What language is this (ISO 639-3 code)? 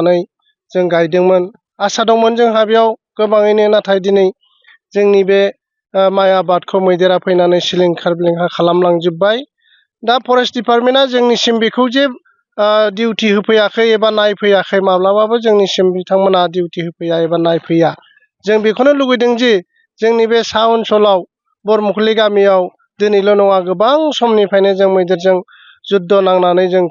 brx